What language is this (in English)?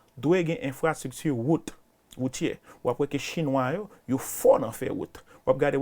Haitian Creole